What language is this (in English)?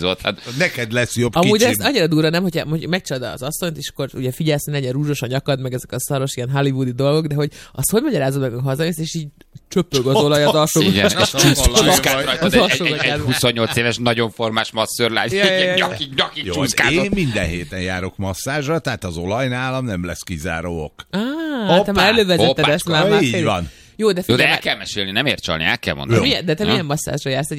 Hungarian